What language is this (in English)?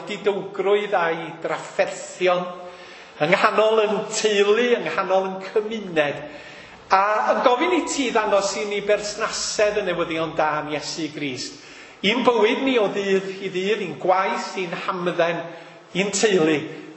Welsh